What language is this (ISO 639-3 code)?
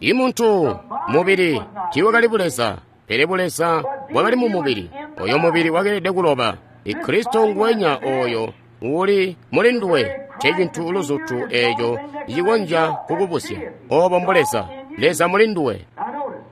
toi